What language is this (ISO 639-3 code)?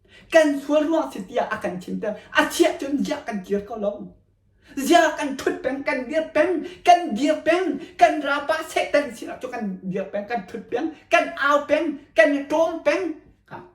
cnh